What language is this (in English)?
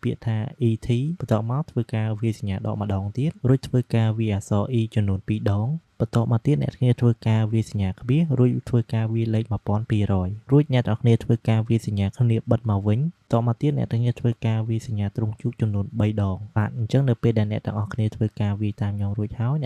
Khmer